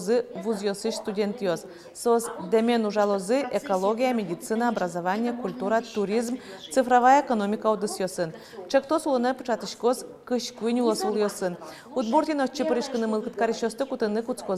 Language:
Udmurt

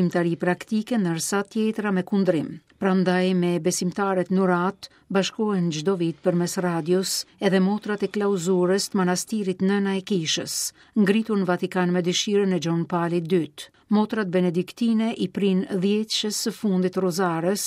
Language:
Albanian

